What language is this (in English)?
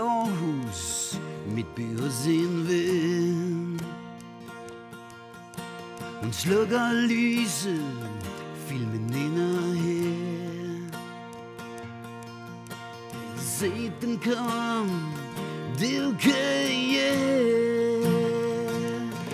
Danish